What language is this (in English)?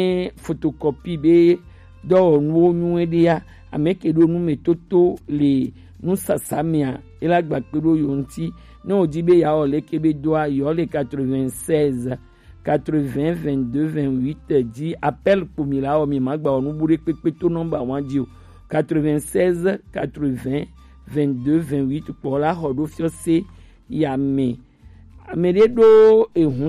Gen